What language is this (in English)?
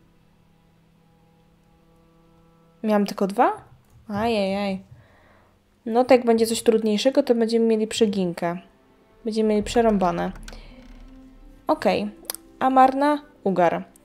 Polish